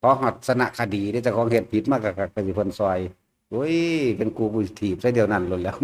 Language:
Northeastern Thai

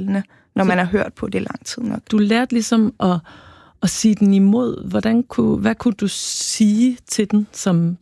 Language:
Danish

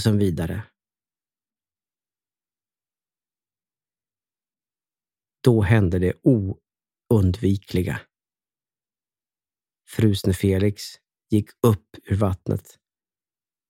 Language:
Swedish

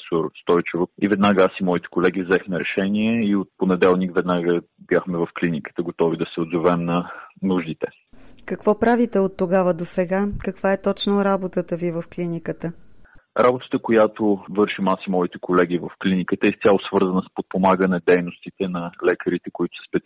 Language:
Bulgarian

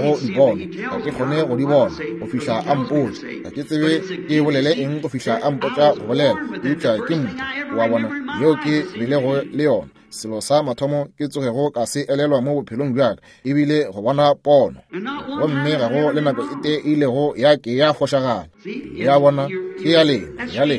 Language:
Northern Sotho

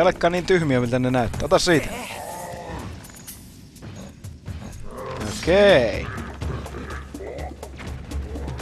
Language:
Finnish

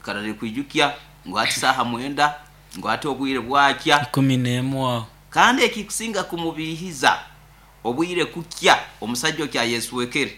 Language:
Nyoro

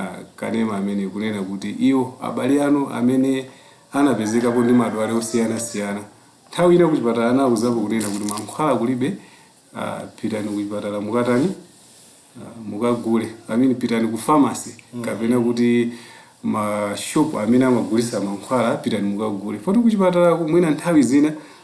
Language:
Nyanja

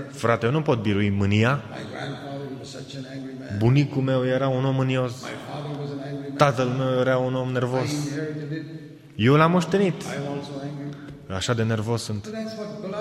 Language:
Romanian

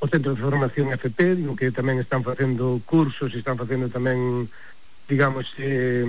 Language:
Galician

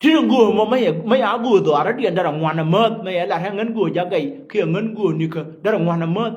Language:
Nuer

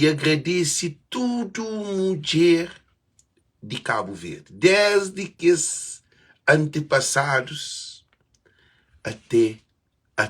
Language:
Kabuverdianu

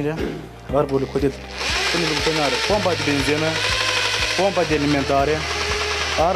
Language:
Romanian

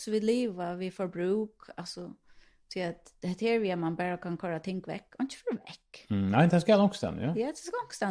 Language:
Faroese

